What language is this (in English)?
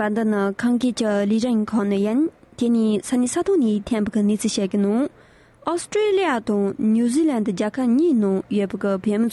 Tibetan